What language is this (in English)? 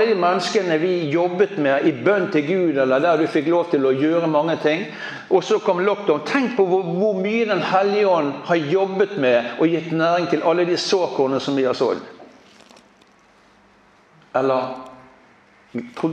Norwegian